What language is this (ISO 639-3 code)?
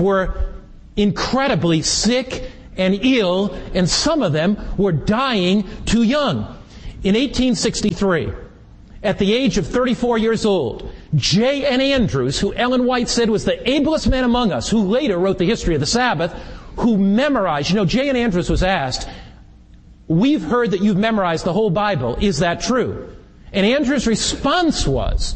eng